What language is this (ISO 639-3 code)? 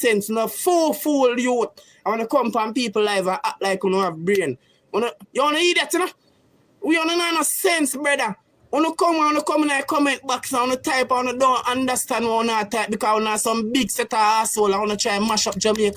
jam